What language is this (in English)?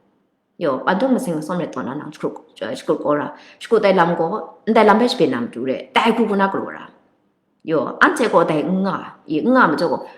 Kachin